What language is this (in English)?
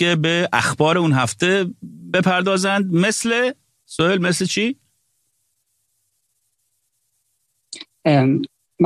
Persian